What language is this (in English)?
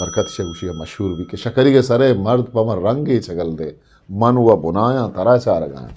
Eastern Balochi